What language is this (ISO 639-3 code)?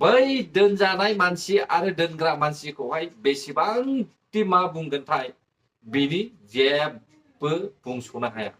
brx